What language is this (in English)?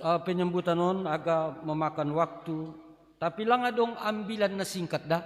Batak Simalungun